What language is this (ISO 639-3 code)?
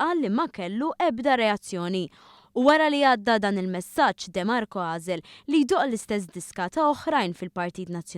mlt